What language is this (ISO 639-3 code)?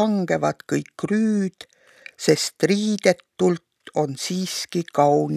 est